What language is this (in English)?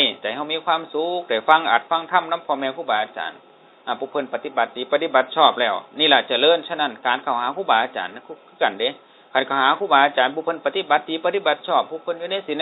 Northeastern Thai